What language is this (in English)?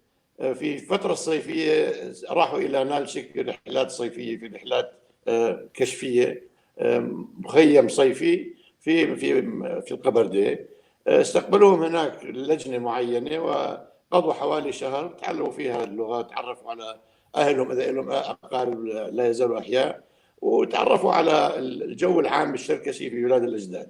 North Levantine Arabic